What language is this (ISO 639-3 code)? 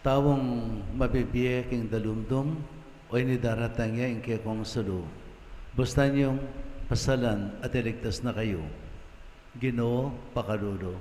pam